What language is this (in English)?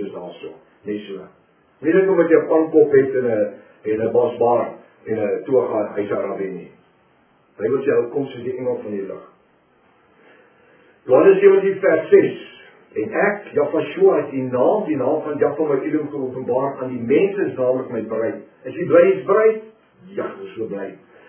Afrikaans